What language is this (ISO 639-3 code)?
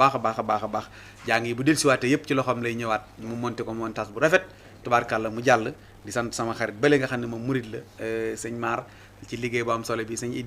wol